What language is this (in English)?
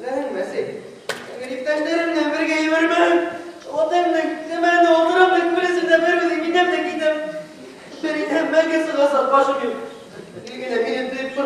Bashkir